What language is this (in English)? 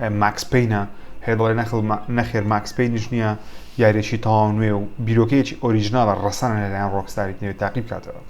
Central Kurdish